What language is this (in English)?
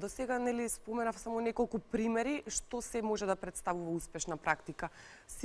Macedonian